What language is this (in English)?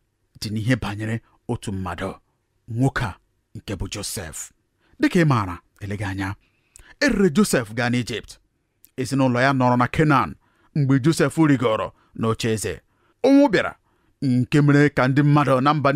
Igbo